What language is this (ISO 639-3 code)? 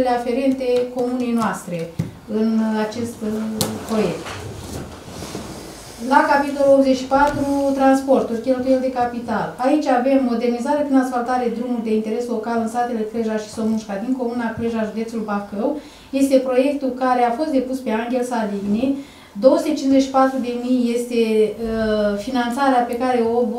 ron